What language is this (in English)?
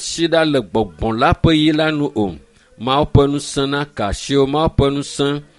Ewe